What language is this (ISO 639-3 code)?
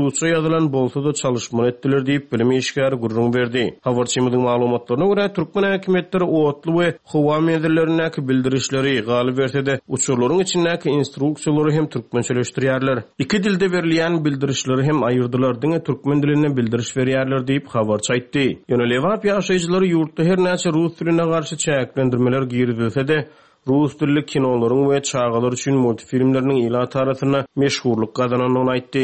tuk